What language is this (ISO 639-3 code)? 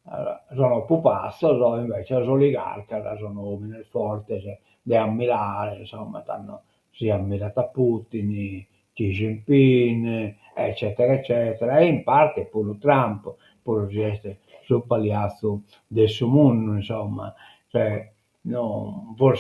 srd